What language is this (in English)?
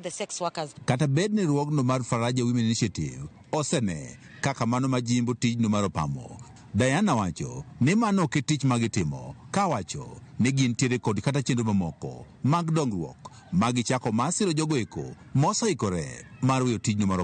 Luo (Kenya and Tanzania)